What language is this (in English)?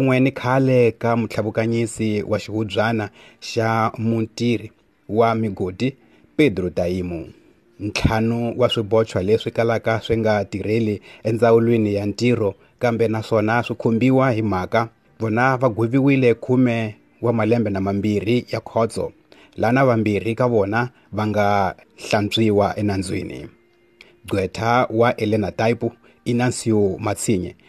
Tsonga